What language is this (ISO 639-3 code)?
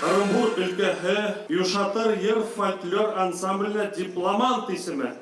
bak